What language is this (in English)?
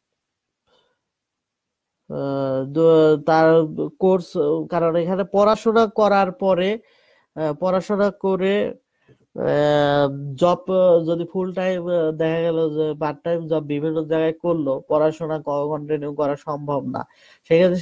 Bangla